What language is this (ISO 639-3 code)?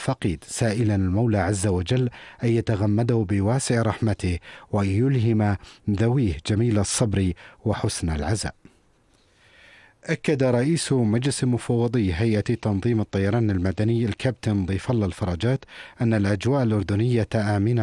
ara